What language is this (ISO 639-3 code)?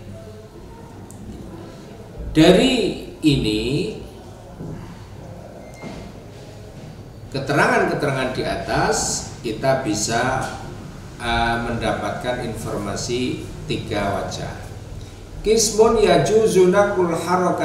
ind